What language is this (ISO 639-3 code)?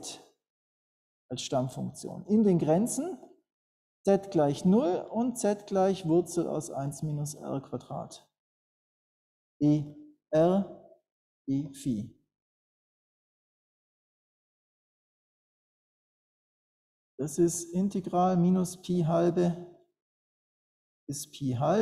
deu